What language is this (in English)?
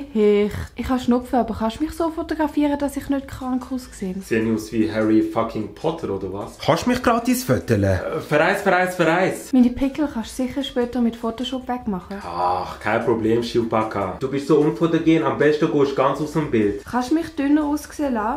Swiss German